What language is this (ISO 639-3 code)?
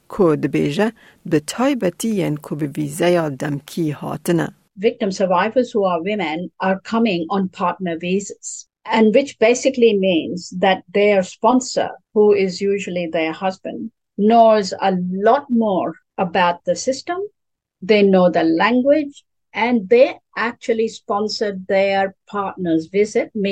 kur